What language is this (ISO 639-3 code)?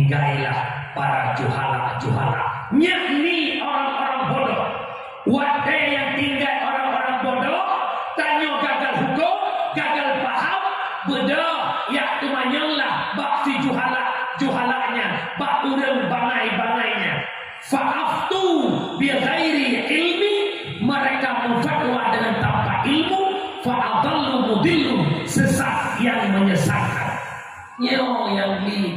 ace